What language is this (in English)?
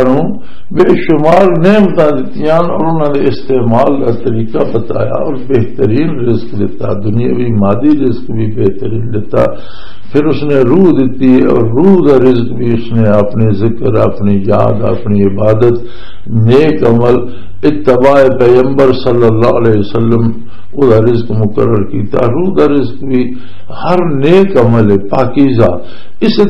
Western Panjabi